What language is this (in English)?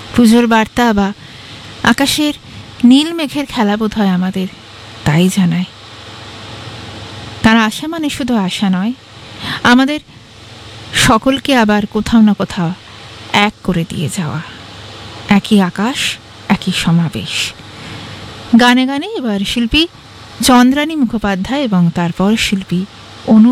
Bangla